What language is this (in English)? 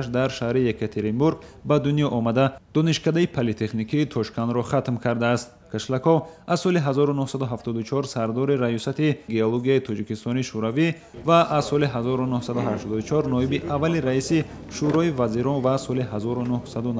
Tajik